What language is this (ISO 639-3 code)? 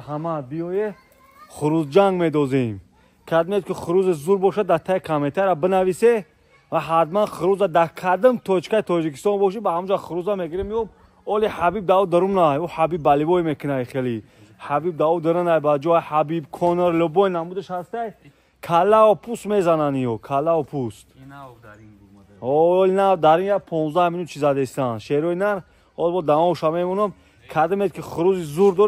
tgk